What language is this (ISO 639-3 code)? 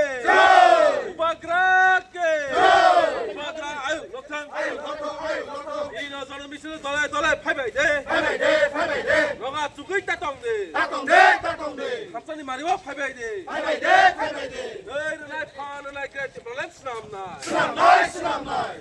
trp